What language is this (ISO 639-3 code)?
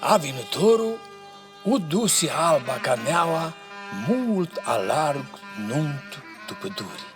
rup